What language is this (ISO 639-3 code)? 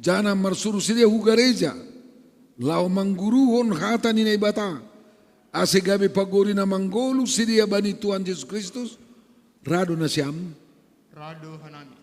bts